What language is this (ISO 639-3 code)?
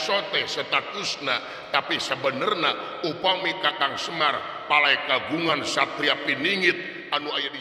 sun